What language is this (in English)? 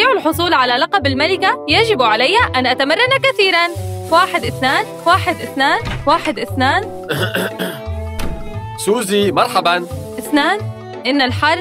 Arabic